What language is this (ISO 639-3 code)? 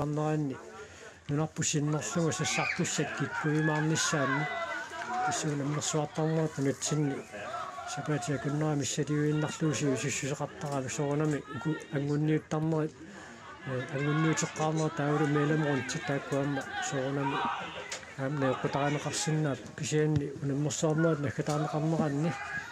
kal